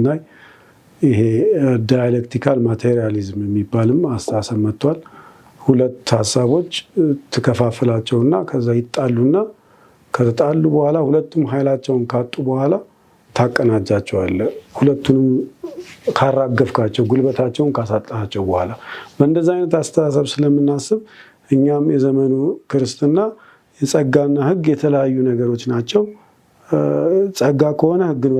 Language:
Amharic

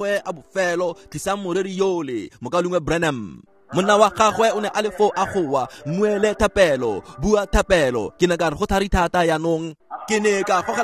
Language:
Tswana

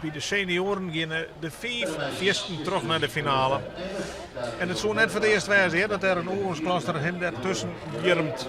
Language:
Western Frisian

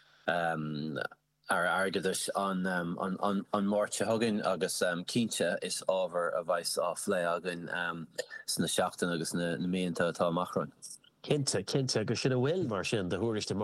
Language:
Irish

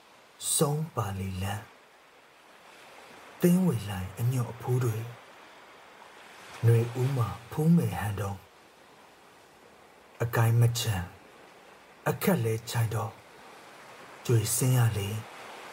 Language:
Burmese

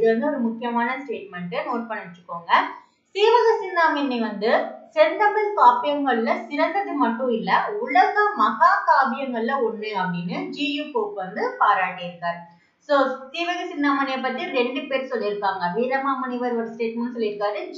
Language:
Tamil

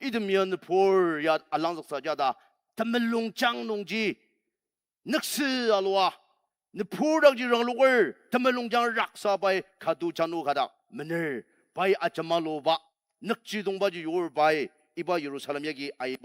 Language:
Ao Naga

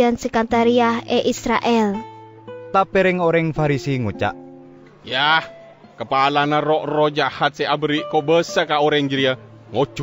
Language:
Madurese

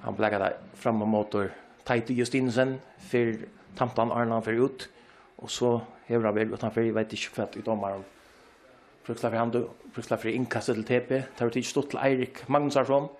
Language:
Faroese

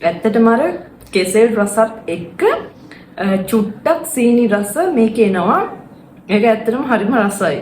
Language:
Sinhala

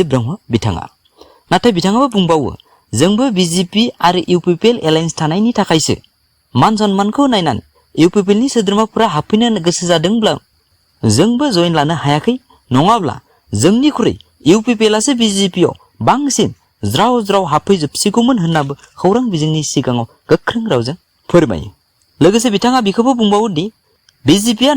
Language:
Bodo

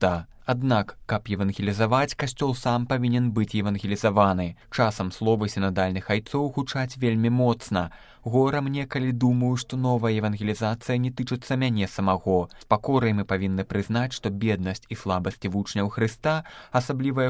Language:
Belarusian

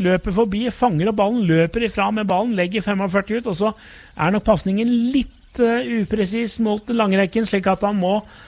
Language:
Norwegian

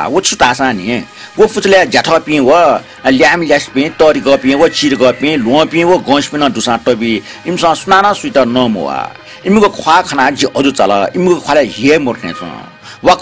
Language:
Newari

